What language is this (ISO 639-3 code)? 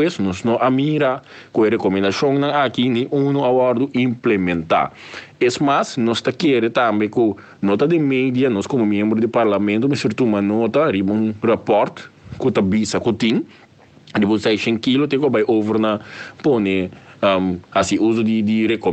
pap